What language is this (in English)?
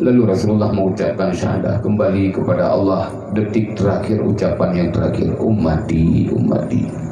Achinese